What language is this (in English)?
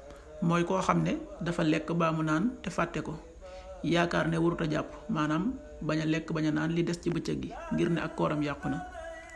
Wolof